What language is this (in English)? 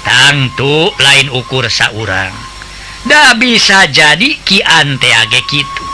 Sundanese